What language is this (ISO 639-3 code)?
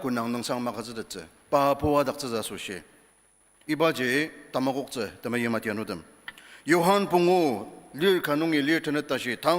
njo